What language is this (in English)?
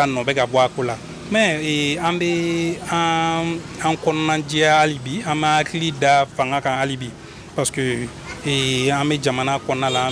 Bambara